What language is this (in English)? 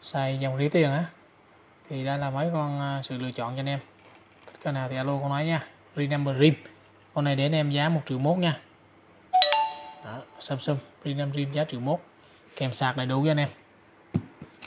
Vietnamese